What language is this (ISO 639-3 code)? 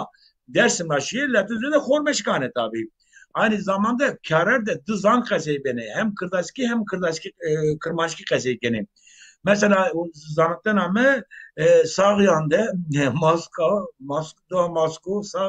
zza